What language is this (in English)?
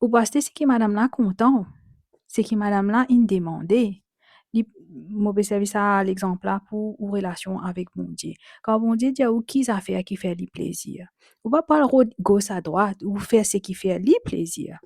Morisyen